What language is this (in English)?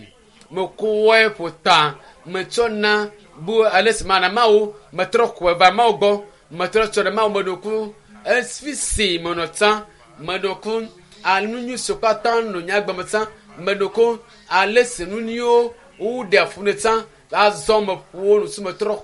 Ewe